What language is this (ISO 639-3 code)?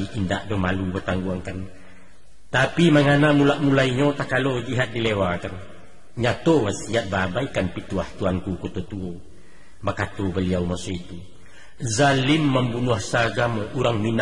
min